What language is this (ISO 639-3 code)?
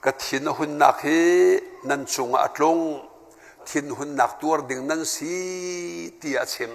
cnh